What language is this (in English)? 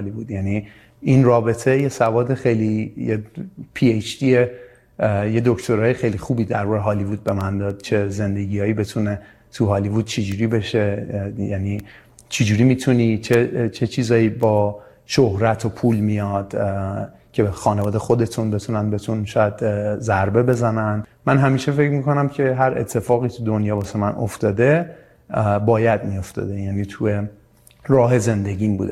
Persian